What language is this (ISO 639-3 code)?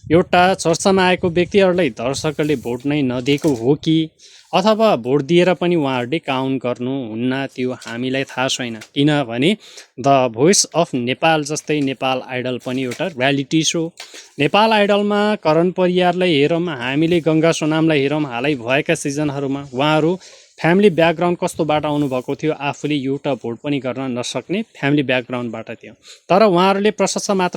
nep